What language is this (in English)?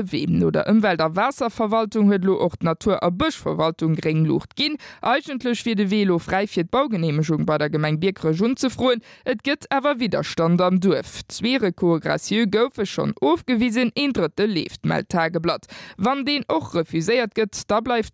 Luxembourgish